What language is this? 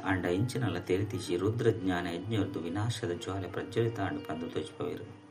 Tulu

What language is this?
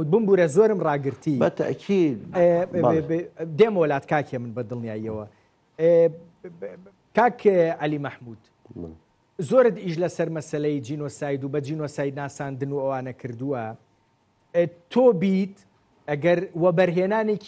Central Kurdish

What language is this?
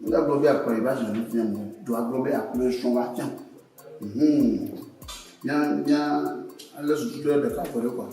Ewe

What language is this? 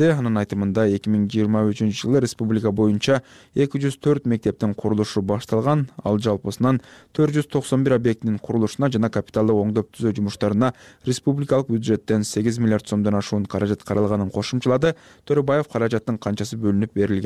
Kyrgyz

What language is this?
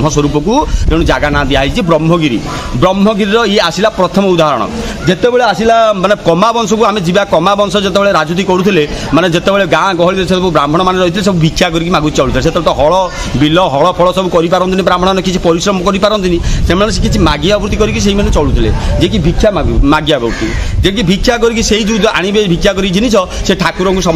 Odia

